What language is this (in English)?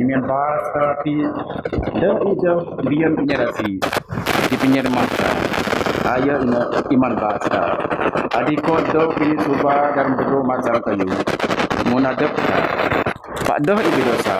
Biatah Bidayuh